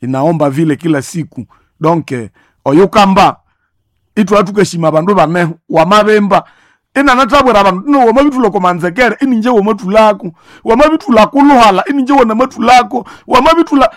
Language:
Nande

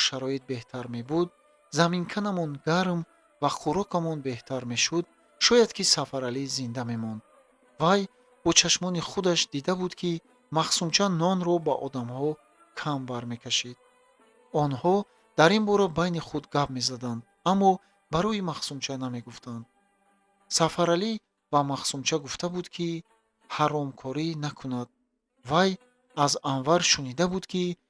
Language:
Tajik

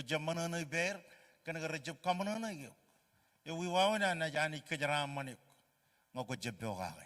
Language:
Marshallese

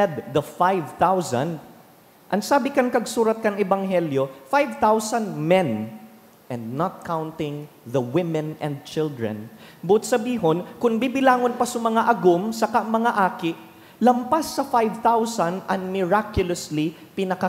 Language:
Bikol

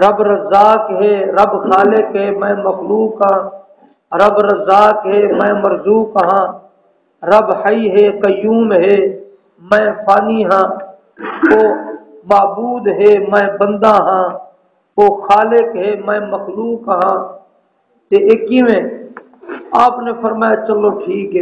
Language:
Saraiki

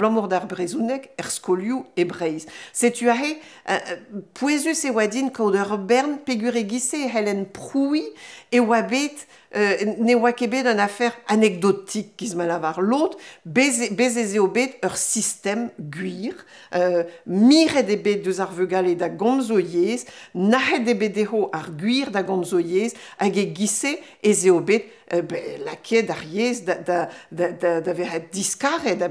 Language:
Breton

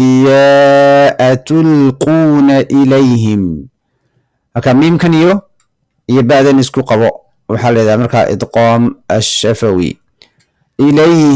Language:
Somali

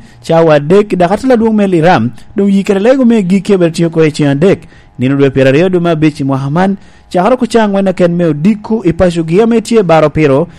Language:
Lango (Uganda)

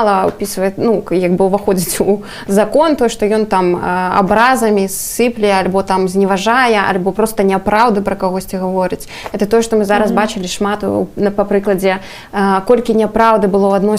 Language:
Belarusian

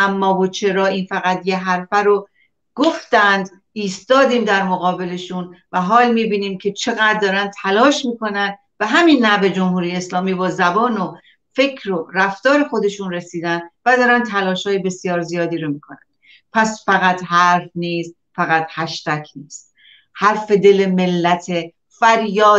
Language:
Persian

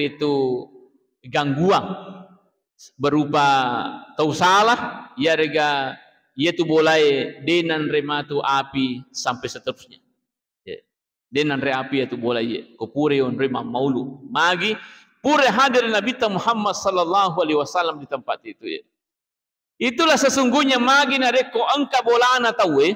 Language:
Buginese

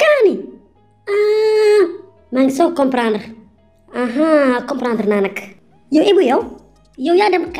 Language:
Wolof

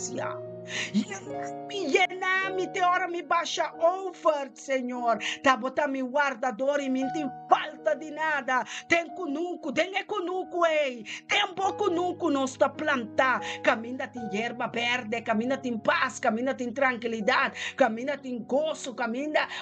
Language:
Papiamento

